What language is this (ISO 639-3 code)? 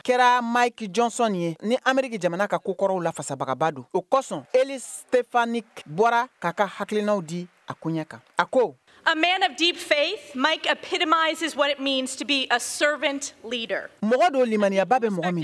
bam